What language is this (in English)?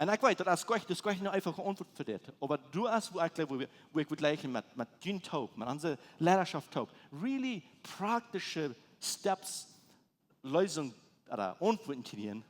Plautdietsch